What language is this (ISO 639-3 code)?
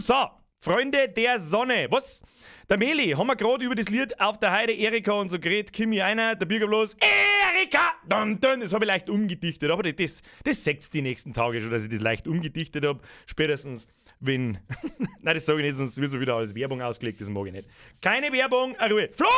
bar